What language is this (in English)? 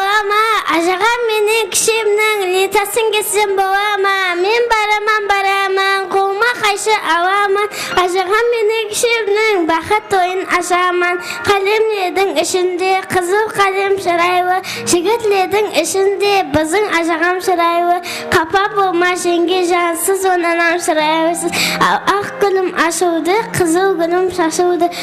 Kara-Kalpak